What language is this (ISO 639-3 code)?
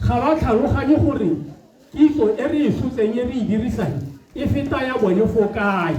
tsn